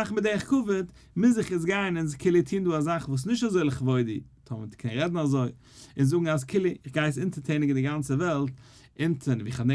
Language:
Yiddish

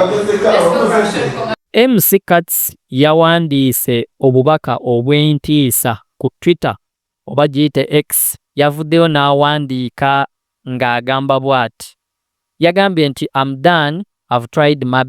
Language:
Ganda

